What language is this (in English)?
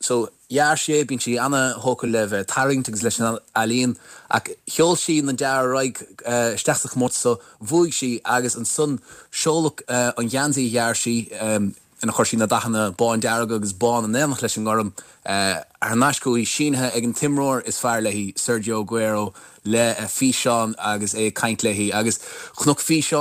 Irish